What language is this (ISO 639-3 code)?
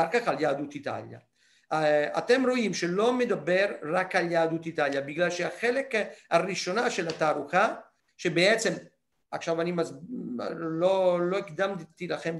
heb